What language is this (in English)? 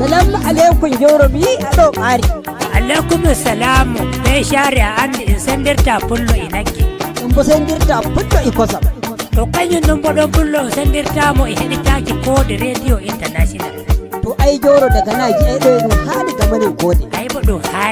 Nigerian Fulfulde